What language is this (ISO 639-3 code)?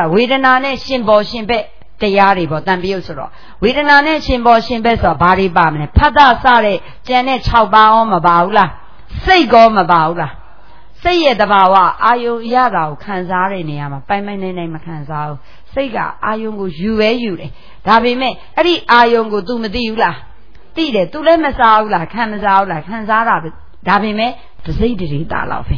mya